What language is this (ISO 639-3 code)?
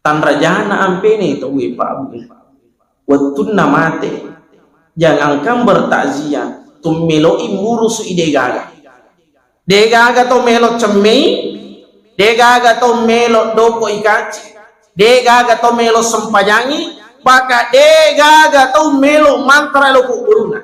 bug